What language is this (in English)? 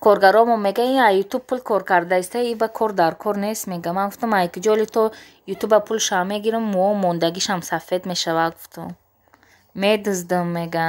Tajik